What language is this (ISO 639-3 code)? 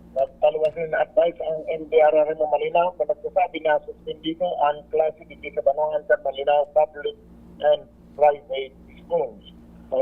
bik